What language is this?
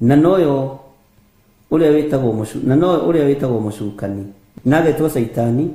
Kikuyu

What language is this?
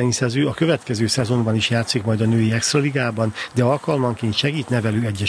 Hungarian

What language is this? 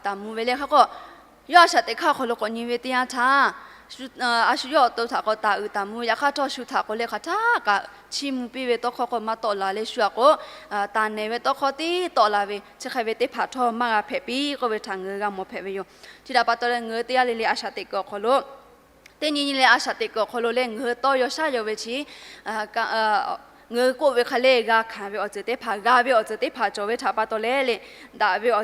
Lahu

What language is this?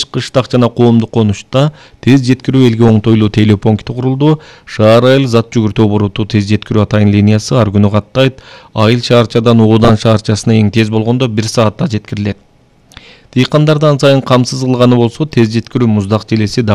Kyrgyz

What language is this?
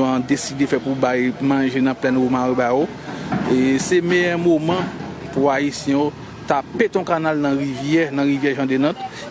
Haitian Creole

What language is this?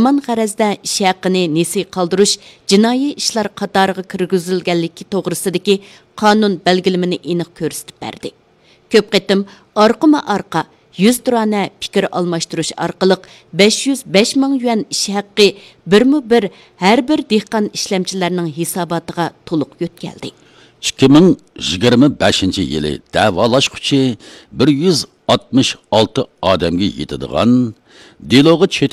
Uyghur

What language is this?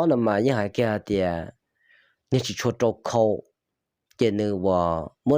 Hmong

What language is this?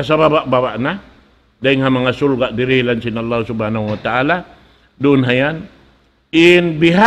Tausug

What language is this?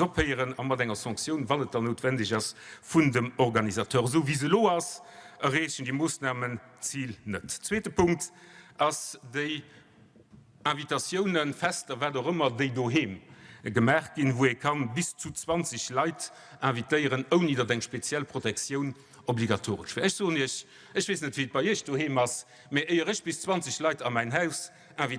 Luxembourgish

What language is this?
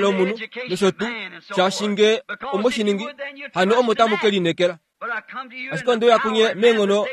Kuanyama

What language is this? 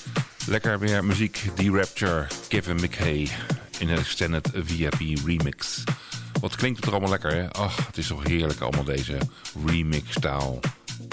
Dutch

